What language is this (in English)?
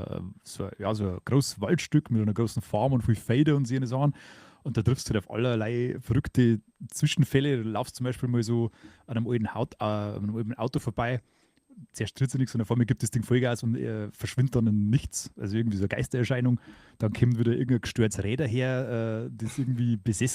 Bavarian